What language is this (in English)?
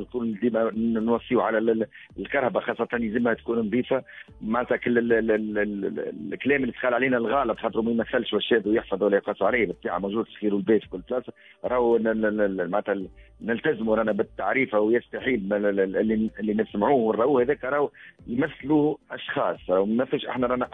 Tunisian Arabic